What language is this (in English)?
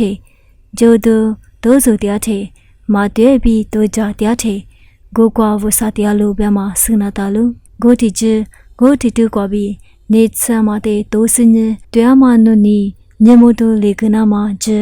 Lisu